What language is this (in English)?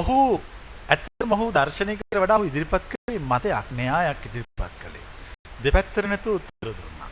Sinhala